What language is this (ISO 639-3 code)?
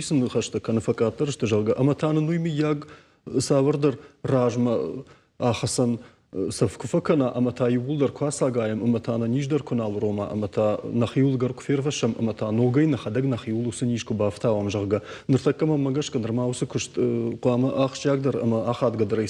oss